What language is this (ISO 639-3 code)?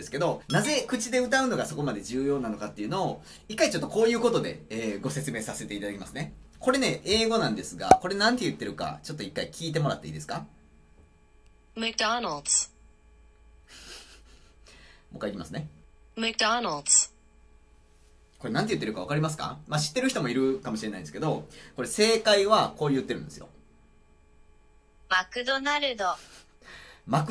jpn